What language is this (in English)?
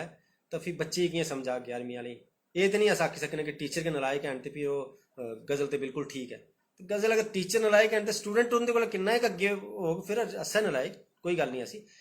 Dogri